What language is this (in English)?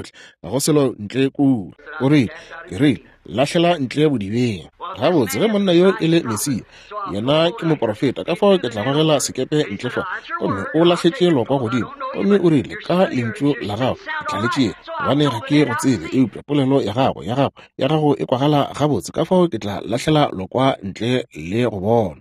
Northern Sotho